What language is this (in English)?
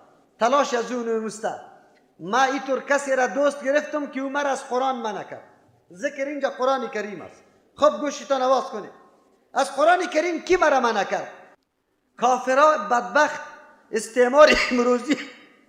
Persian